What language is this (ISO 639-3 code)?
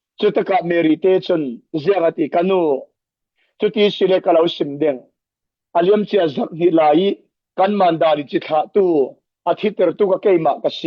cfm